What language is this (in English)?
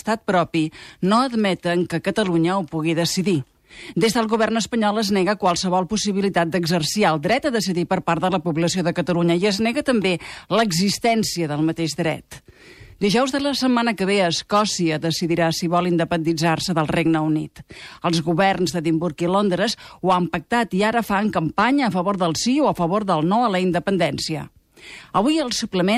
Catalan